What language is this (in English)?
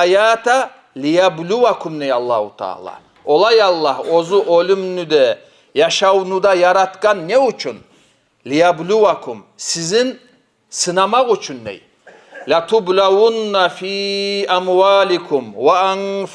Kumyk